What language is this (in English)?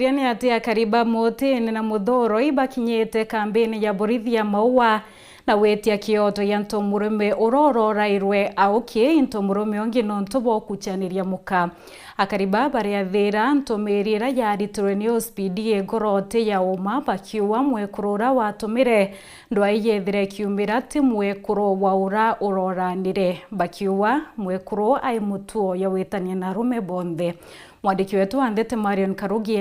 Meru